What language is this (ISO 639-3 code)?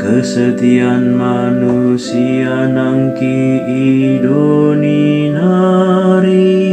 btx